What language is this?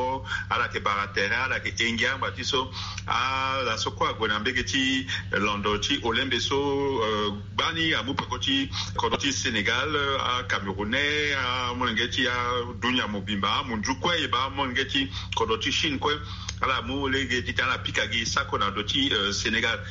Sango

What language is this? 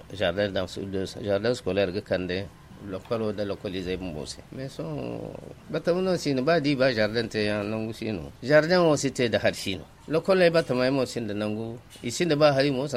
Zarma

